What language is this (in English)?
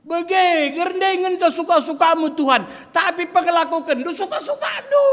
Batak Karo